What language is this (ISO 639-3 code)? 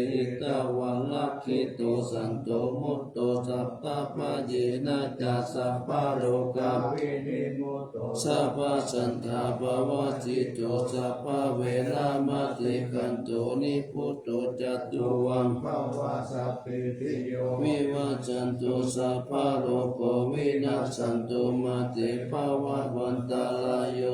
pli